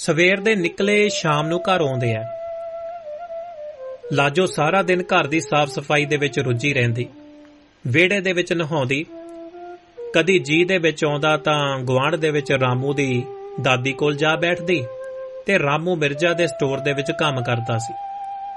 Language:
Punjabi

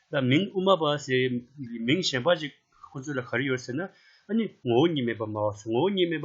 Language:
Tibetan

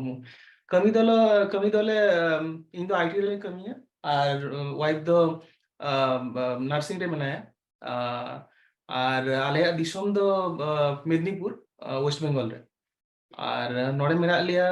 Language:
Santali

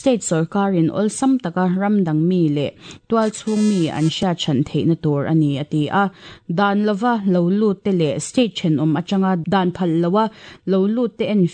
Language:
Mizo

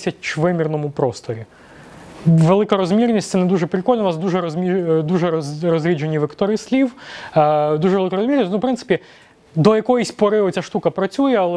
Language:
Ukrainian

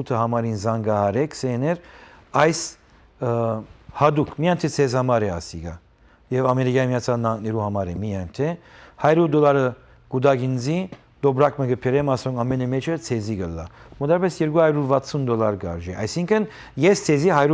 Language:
Western Armenian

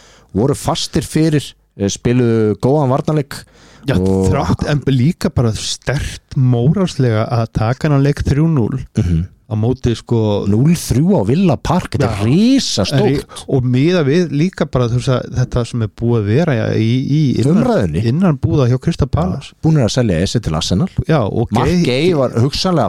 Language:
Icelandic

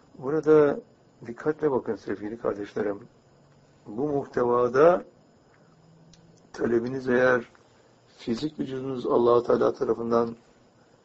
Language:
Turkish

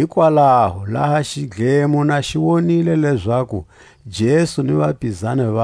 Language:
Tswa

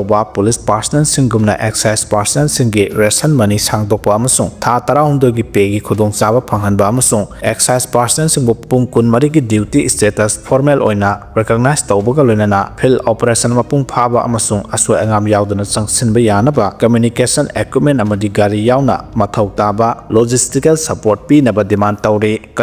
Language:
Manipuri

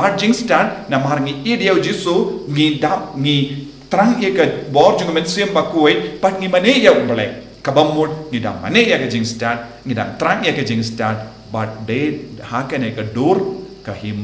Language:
Khasi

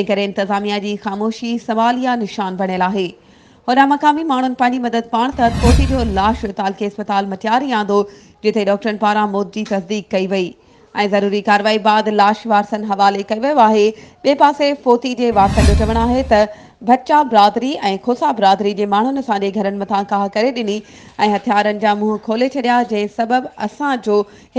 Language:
Sindhi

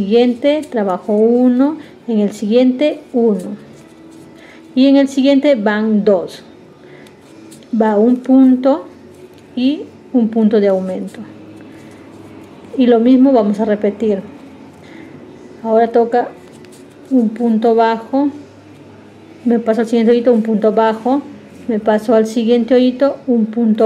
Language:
Spanish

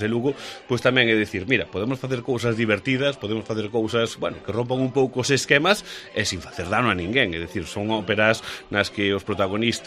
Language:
Galician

